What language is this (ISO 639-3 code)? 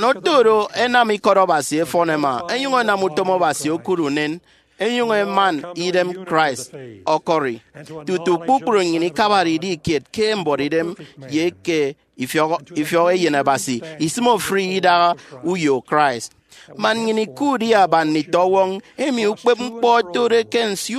efi